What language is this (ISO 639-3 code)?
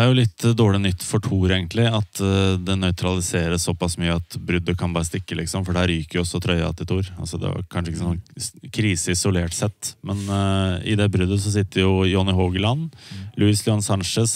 nor